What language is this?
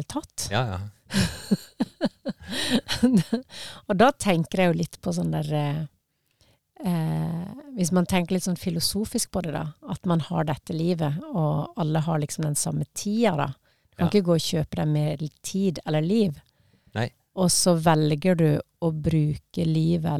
Norwegian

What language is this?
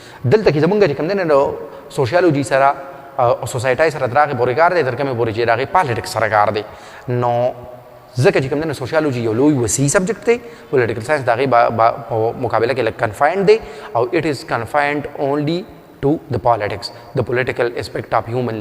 Pashto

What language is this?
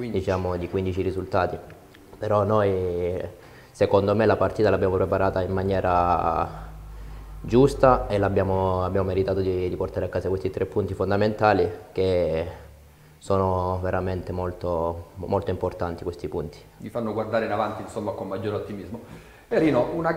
Italian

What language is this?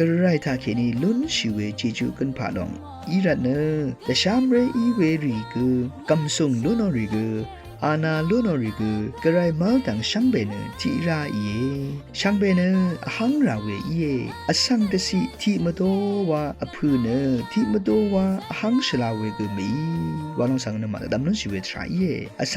Rawang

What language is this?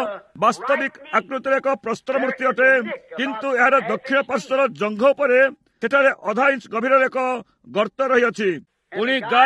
Odia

